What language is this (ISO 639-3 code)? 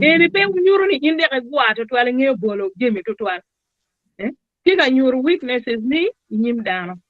ach